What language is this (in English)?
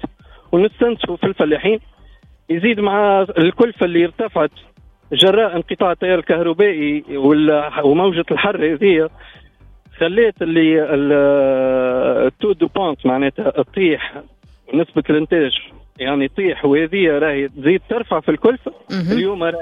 Tunisian Arabic